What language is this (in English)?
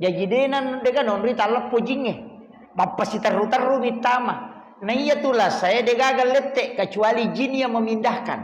Buginese